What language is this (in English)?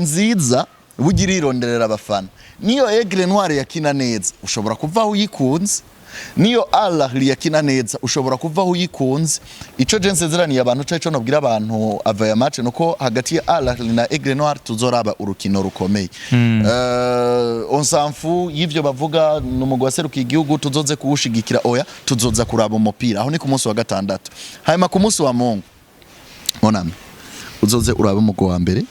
Rundi